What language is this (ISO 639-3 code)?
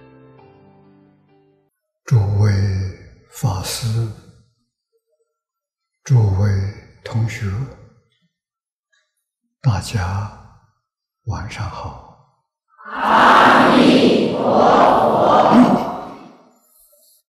zho